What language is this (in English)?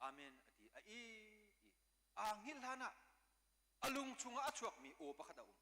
Hakha Chin